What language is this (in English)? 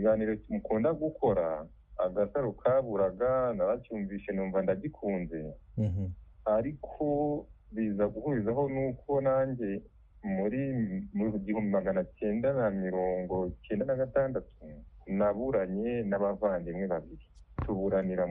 Kinyarwanda